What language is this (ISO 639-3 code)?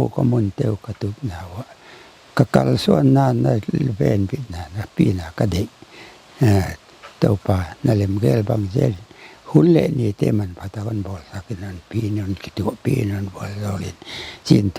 pck